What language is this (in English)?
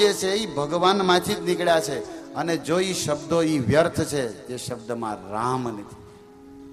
Gujarati